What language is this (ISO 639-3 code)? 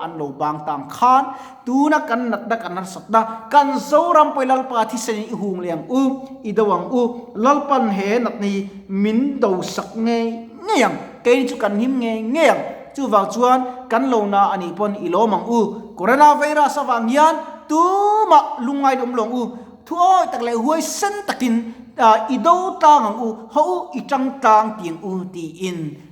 lus